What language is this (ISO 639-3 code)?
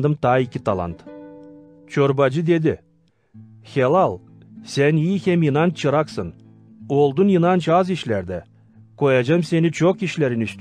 gag